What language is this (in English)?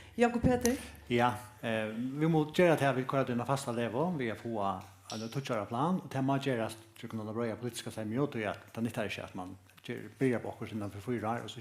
Faroese